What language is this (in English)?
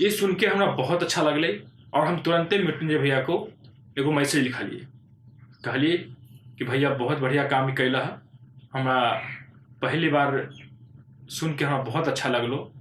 Magahi